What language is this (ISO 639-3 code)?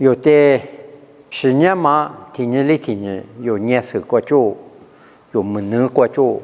lis